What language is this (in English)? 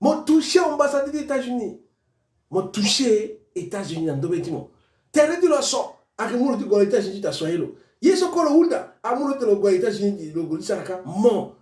Sango